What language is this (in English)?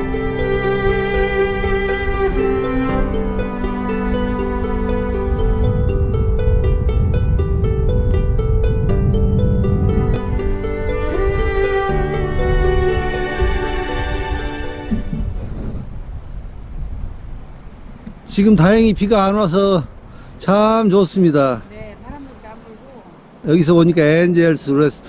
Korean